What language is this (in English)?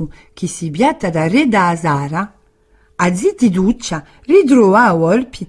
Corsican